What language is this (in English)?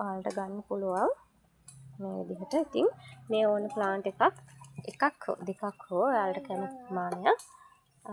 Sinhala